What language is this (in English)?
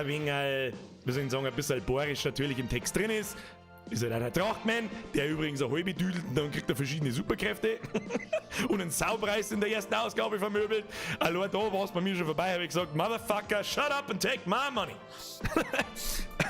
Bavarian